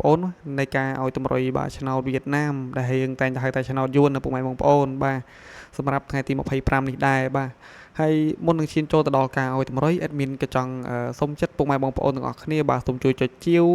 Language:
Khmer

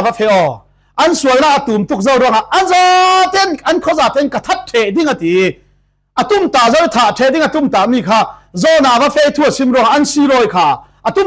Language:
Falam Chin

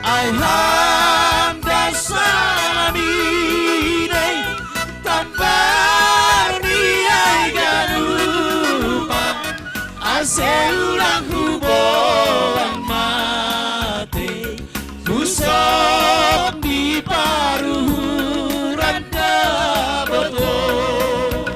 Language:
Batak Simalungun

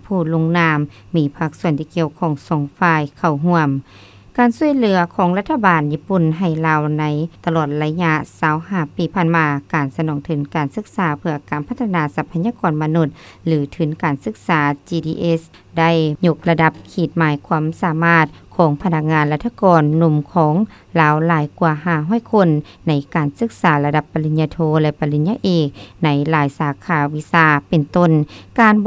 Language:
Lao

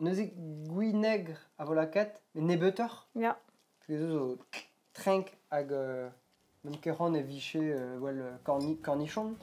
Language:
Breton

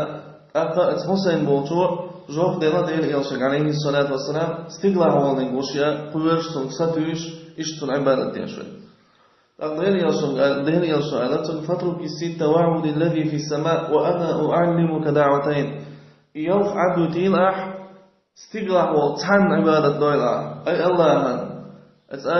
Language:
Chechen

